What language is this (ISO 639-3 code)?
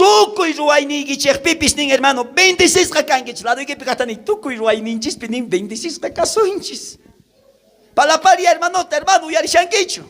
quh